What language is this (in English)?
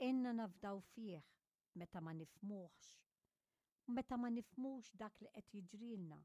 Maltese